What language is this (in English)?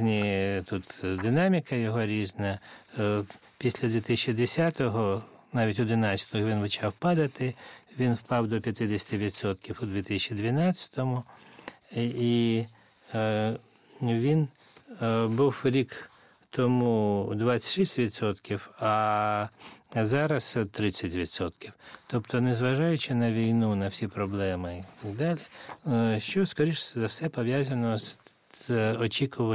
Ukrainian